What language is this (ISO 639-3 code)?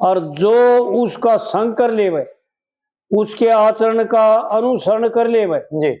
bgc